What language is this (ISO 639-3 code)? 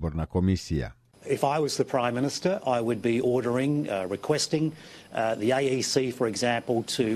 mkd